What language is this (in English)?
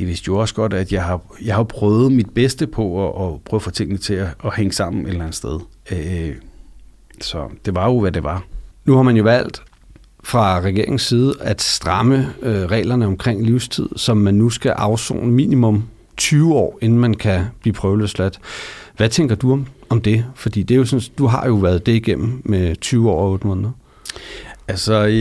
Danish